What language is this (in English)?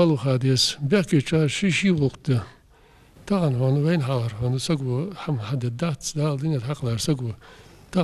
Ingush